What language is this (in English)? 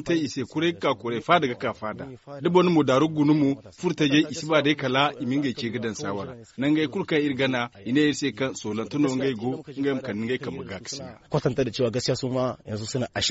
Zarma